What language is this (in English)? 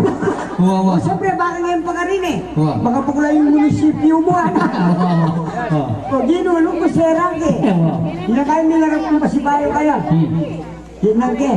Pampanga